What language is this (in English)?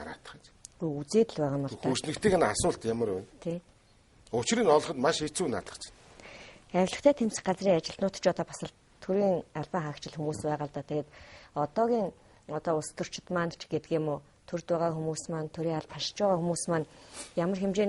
Mongolian